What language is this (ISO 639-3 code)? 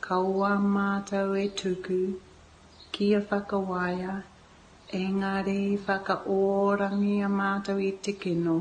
mri